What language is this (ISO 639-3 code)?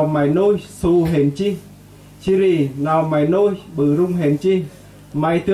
cmo